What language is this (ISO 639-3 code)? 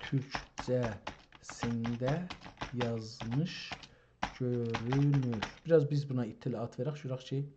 azb